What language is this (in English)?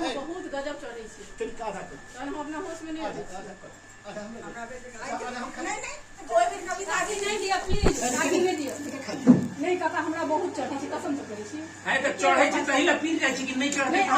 Maithili